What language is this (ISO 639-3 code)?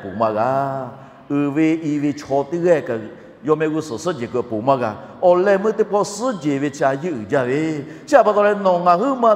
lhu